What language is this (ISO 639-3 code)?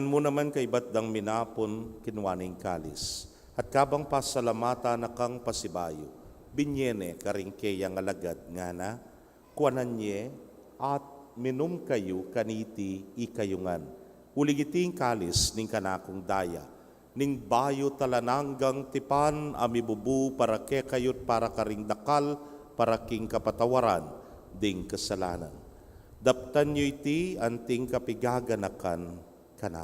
pam